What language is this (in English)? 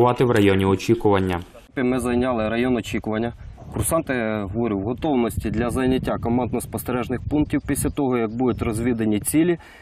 Ukrainian